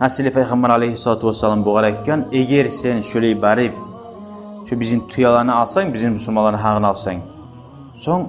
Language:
Kumyk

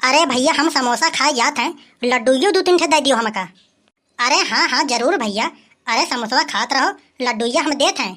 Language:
Awadhi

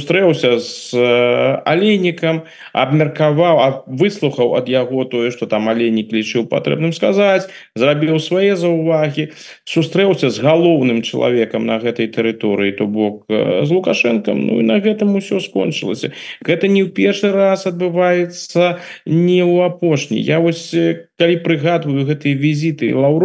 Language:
Belarusian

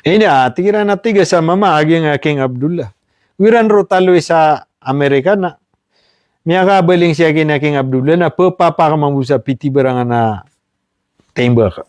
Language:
Maranao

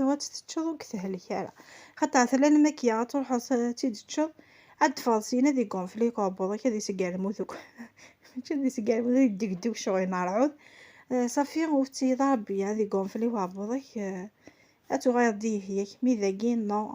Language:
Kabyle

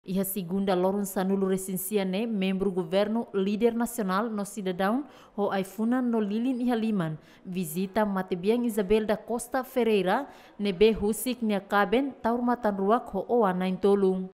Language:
Tetum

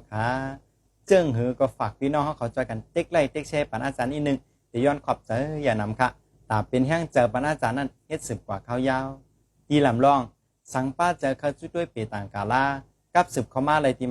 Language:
Shan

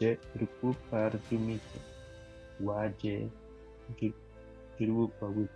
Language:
Bribri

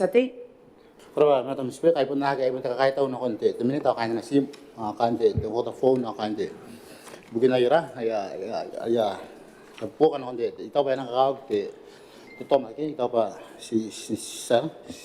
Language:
Gilbertese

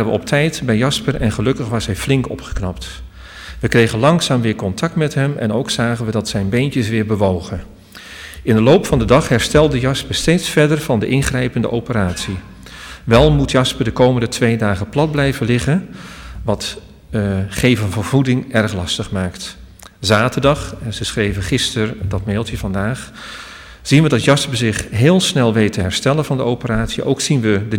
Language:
Dutch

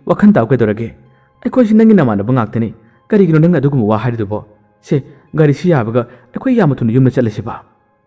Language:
Manipuri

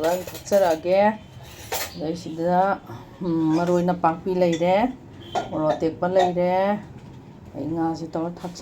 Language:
Manipuri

